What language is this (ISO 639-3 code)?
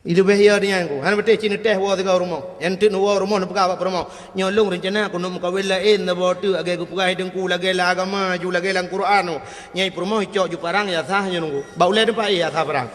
ace